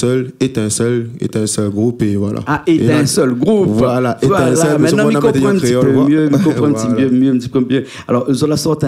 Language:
Réunion Creole French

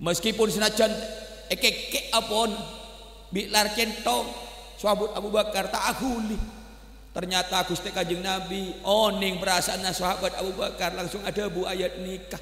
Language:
Madurese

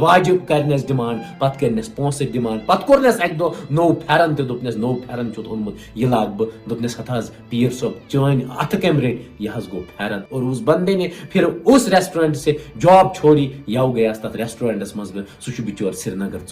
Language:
Kashmiri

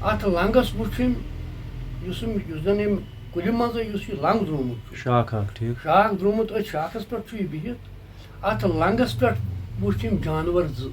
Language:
Kashmiri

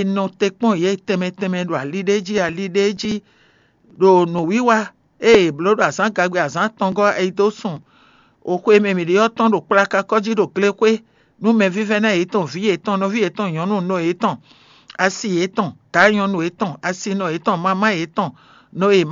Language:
Fon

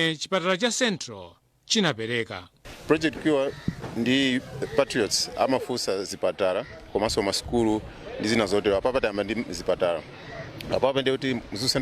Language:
Nyanja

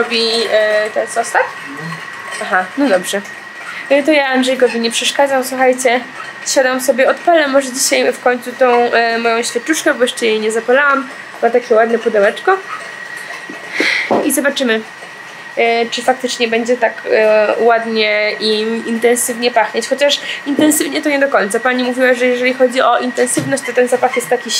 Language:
Polish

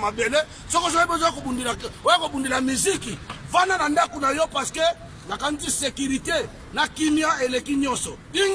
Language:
Lingala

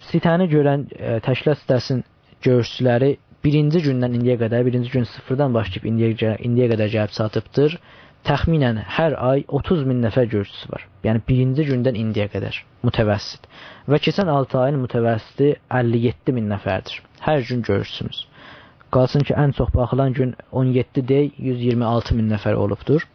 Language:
South Azerbaijani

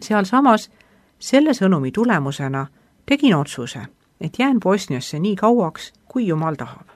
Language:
Estonian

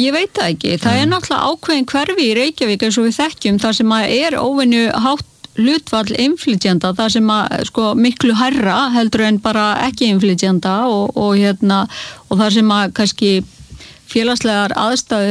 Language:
Icelandic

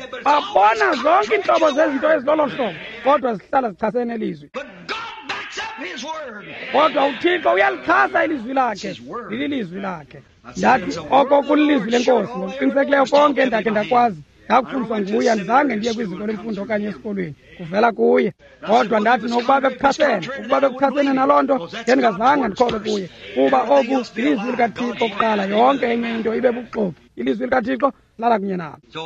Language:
Xhosa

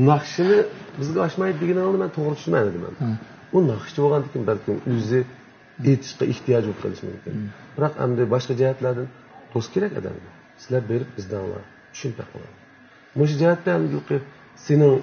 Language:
Uyghur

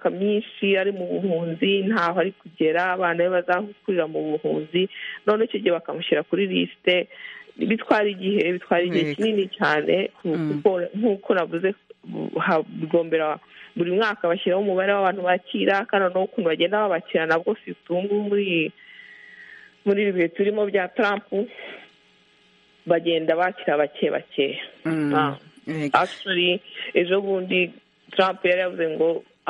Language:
Kinyarwanda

